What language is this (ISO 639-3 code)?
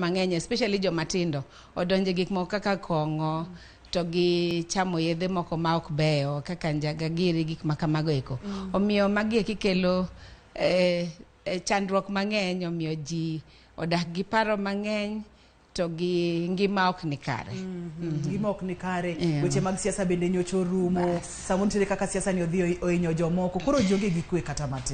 luo